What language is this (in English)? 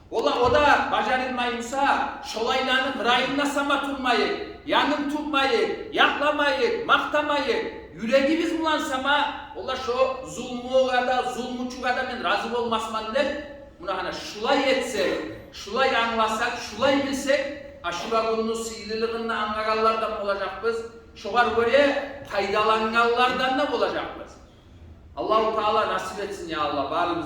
Kumyk